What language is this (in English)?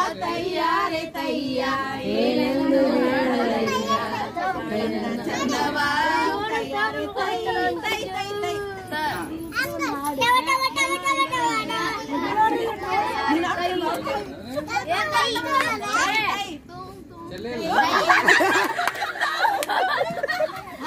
Kannada